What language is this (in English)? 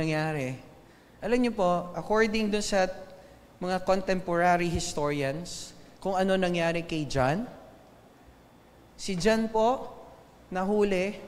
Filipino